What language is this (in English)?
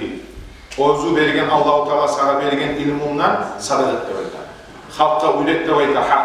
Kumyk